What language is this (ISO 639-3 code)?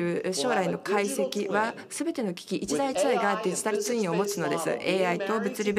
jpn